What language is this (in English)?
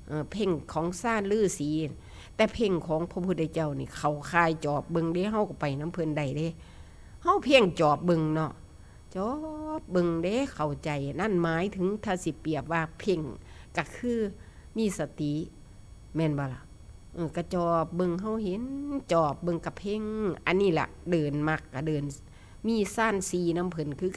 Northeastern Thai